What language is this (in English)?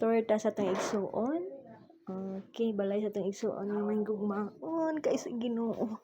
Cebuano